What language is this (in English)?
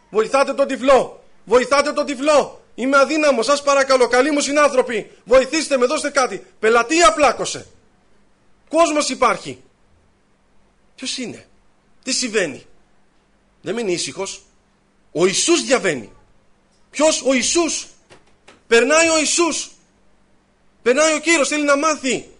Greek